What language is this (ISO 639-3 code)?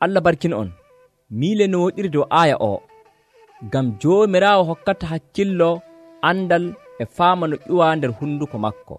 fuv